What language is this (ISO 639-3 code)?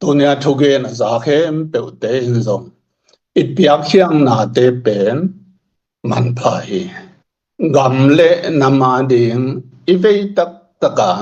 ctd